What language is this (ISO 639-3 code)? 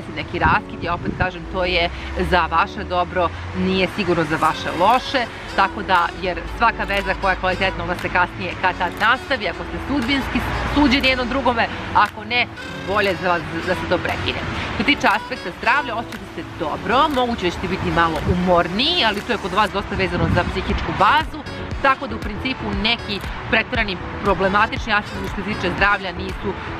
srp